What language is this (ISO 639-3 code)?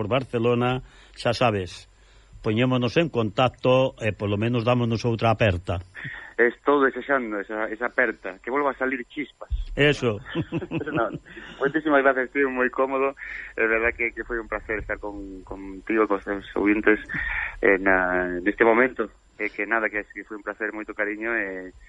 glg